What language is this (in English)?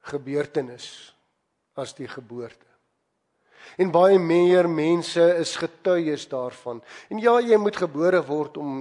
Afrikaans